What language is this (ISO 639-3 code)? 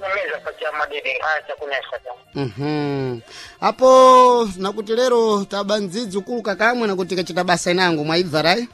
seh